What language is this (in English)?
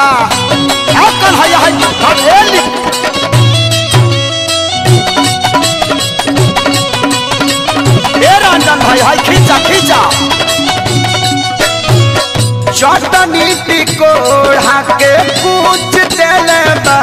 Bhojpuri